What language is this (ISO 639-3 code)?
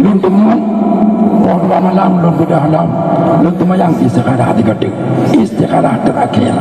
ace